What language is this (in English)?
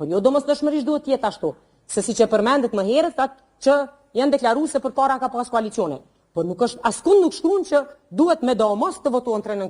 Albanian